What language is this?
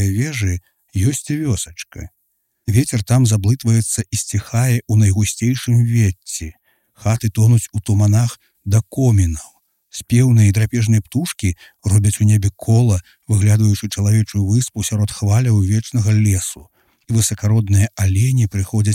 Belarusian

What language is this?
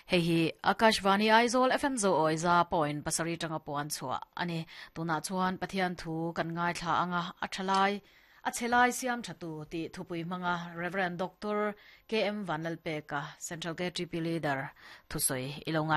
Mizo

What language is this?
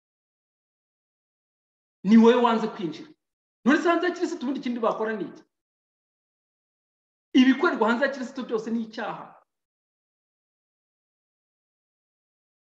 Kinyarwanda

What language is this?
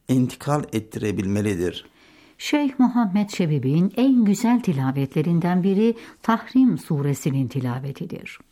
Turkish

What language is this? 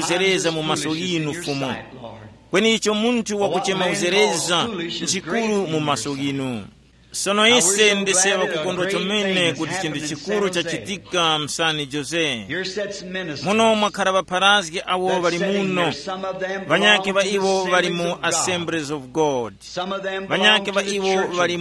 Tumbuka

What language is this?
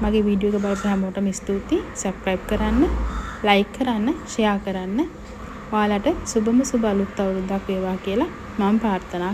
Sinhala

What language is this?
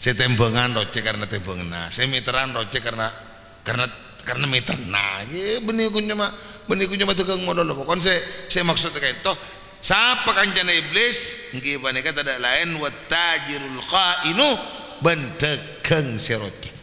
Madurese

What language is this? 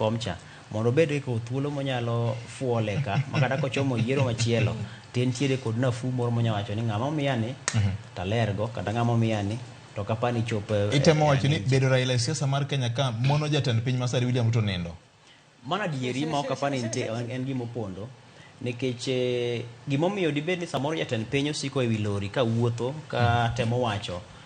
Luo (Kenya and Tanzania)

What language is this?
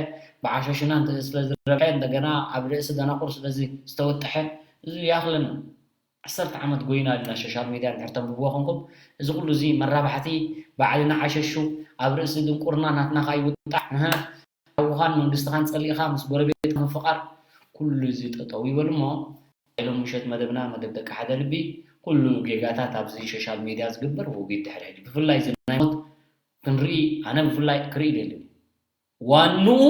Tigrinya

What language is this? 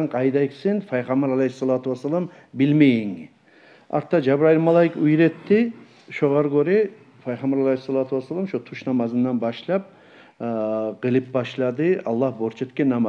Kumyk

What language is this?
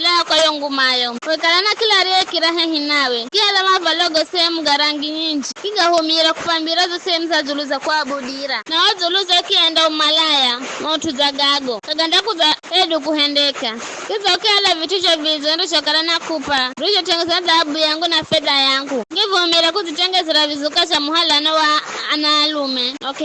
Giryama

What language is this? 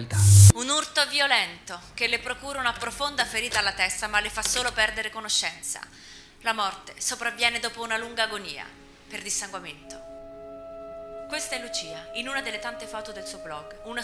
Italian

